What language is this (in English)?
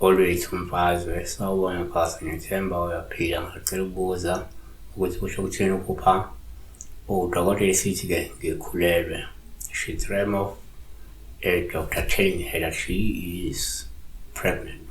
Zulu